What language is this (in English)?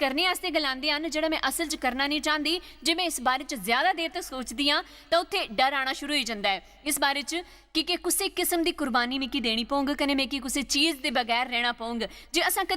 Dogri